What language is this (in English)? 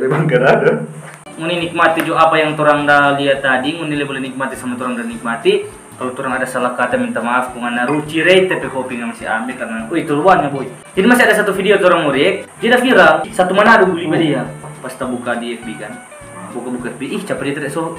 Manado Malay